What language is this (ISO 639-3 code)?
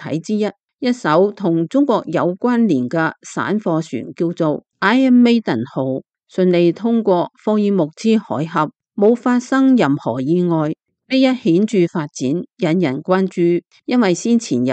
yue